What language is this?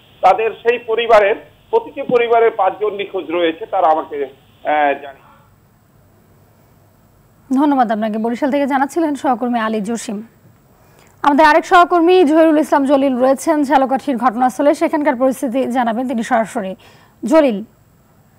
Bangla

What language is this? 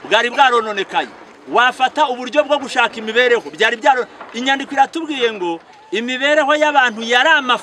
Kinyarwanda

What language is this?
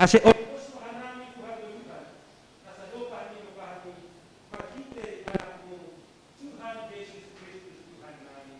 Batak Simalungun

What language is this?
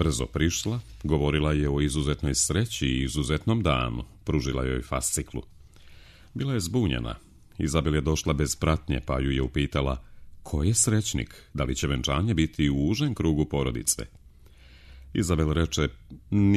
Serbian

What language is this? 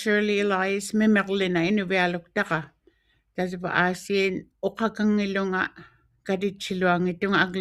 Western Canadian Inuktitut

